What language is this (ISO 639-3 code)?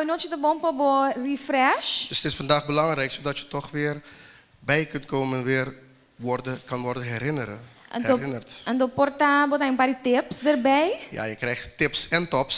pap